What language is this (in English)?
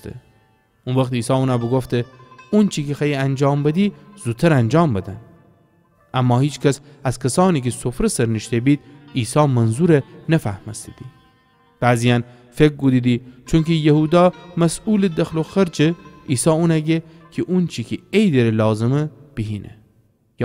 Gilaki